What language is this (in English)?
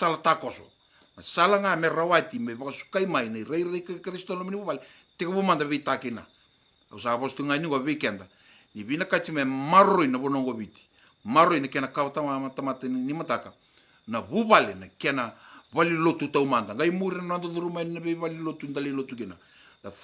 Fijian